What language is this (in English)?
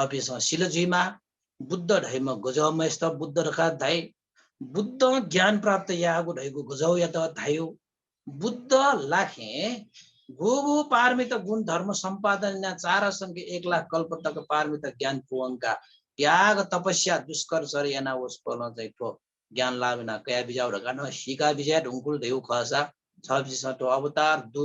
Newari